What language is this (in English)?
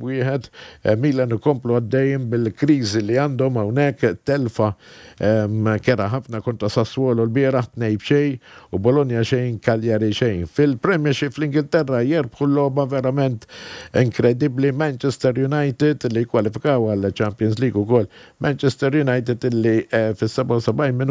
Maltese